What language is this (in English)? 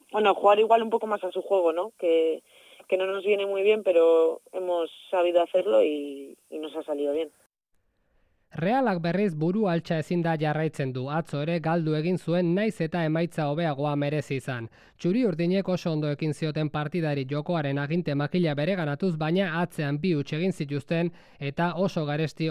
Basque